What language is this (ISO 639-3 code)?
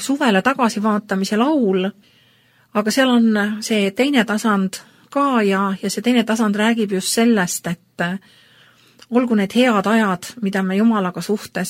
est